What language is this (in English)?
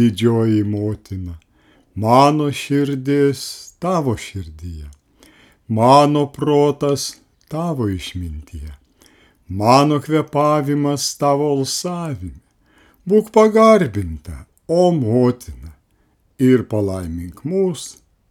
Lithuanian